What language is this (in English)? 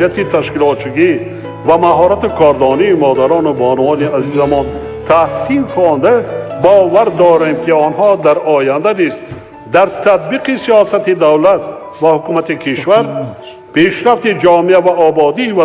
Tajik